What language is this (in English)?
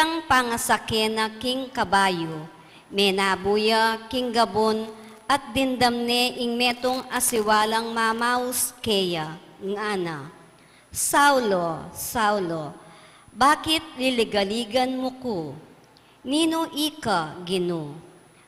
Pampanga